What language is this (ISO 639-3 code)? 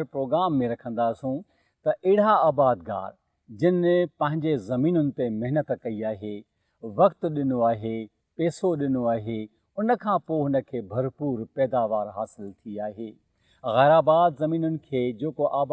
snd